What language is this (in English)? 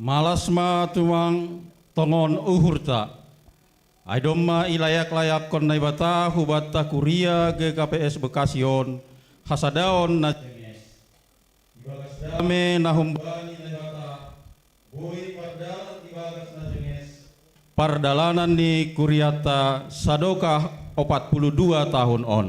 Batak Simalungun